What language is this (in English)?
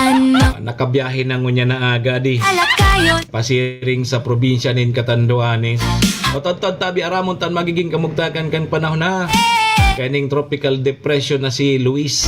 Bikol